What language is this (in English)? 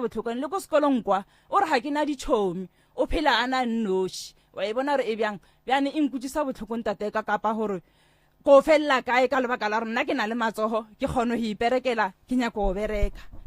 Northern Sotho